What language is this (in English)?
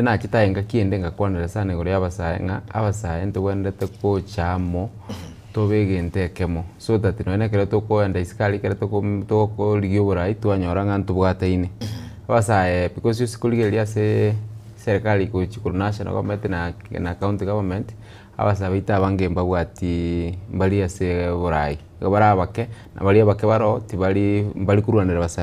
Gusii